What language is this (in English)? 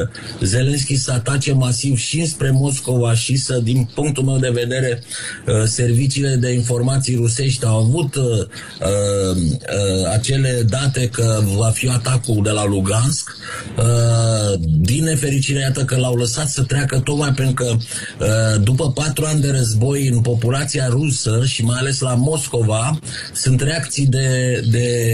Romanian